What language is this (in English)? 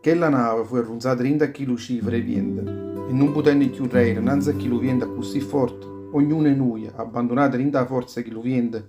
Neapolitan